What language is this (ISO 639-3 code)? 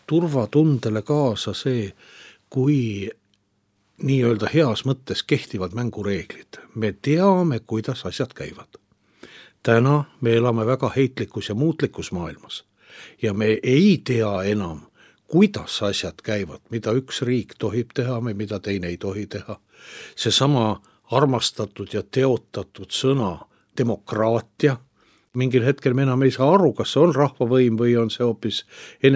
est